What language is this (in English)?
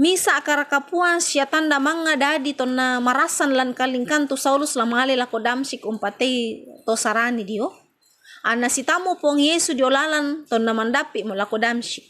Toraja-Sa'dan